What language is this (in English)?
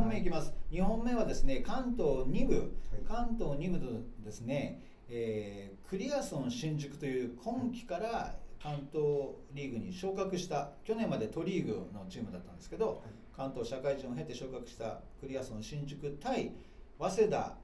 Japanese